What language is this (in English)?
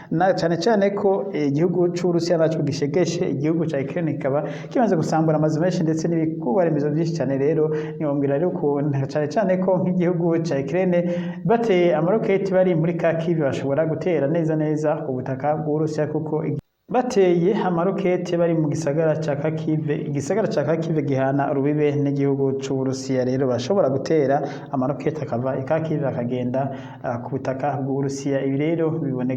Rundi